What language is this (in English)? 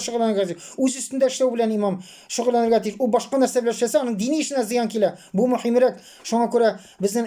Tatar